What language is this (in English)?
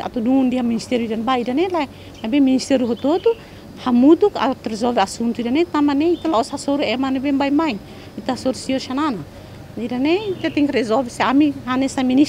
Tetum